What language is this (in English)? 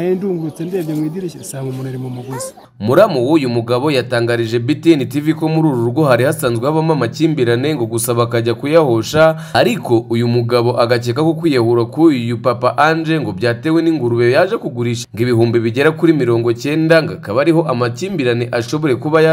Kinyarwanda